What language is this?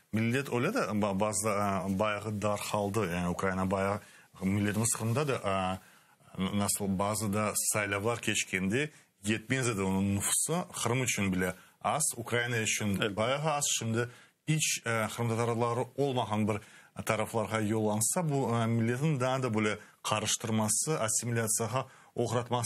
Crimean Tatar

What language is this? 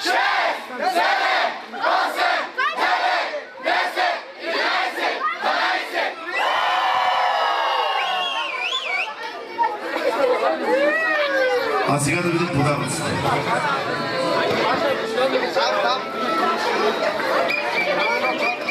Bulgarian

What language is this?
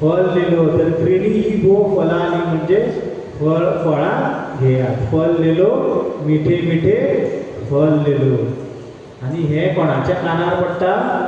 Konkani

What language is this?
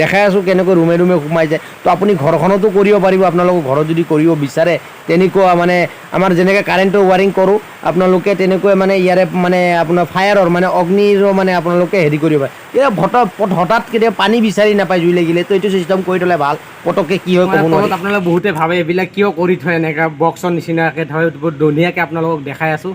Assamese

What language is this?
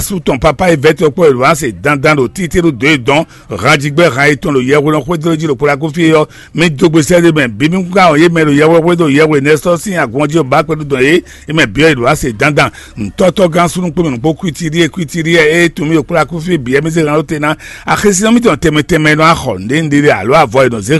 Fon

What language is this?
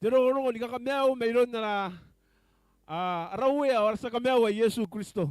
Gilbertese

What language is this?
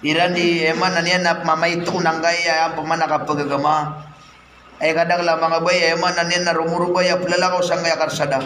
Maranao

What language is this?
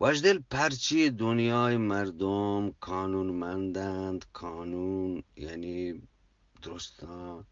Eastern Balochi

